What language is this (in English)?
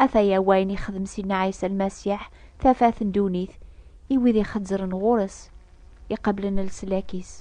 Kabyle